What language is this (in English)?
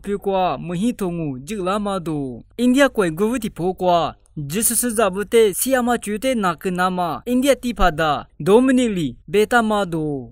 Lisu